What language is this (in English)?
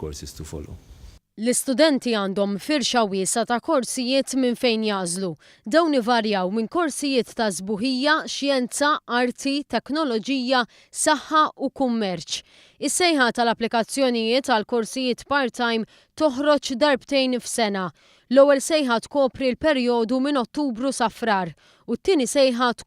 Maltese